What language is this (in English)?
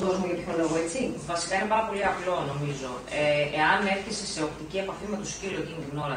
Greek